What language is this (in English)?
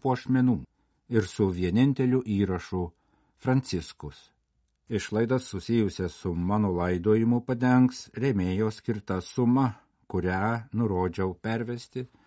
Lithuanian